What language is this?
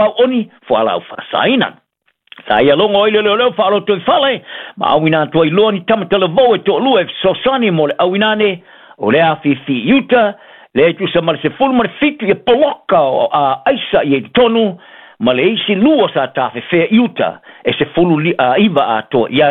Samoan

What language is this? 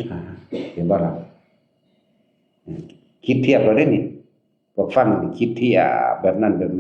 Northeastern Thai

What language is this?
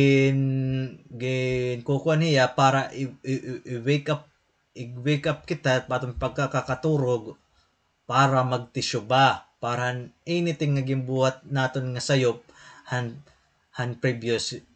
Waray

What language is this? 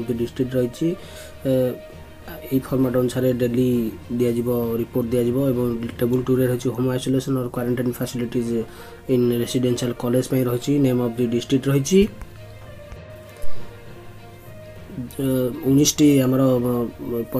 Odia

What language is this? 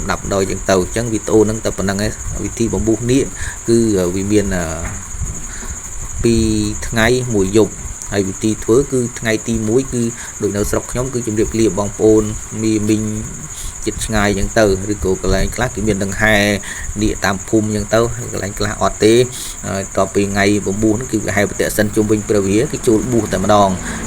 Khmer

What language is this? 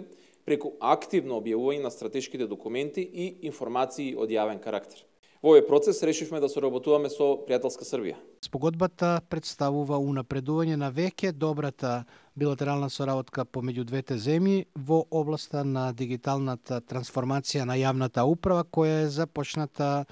Macedonian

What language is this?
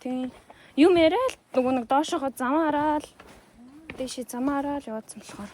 Mongolian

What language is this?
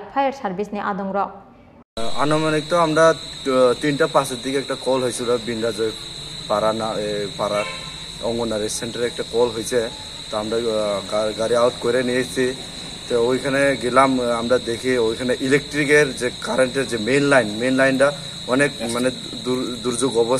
Kok Borok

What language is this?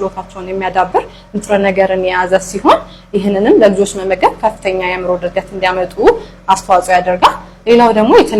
Amharic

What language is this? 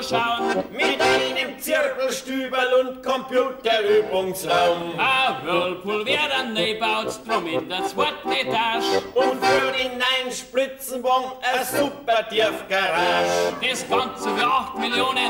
Bavarian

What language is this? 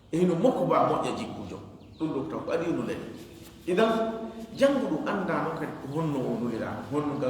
Fula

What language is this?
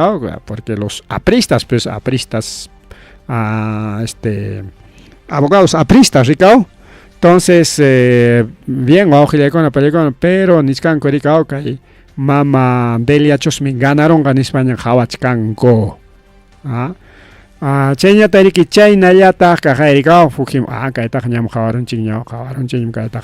Ayacucho Quechua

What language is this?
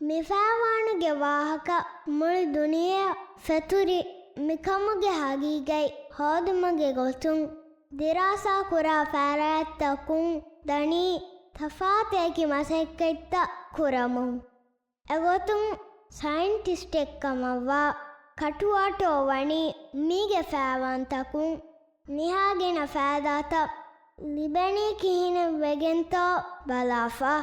Divehi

